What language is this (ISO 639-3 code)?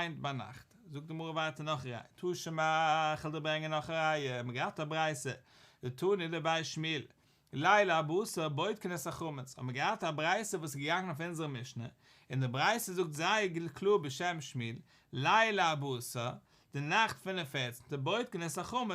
yid